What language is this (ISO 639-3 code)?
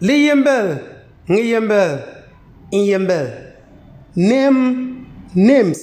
xon